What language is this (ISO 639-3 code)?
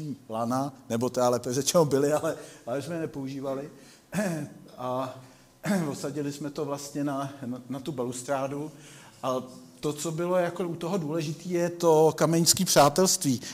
ces